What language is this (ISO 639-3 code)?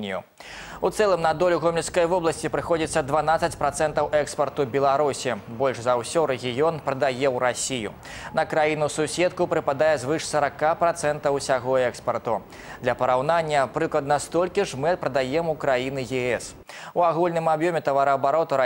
bel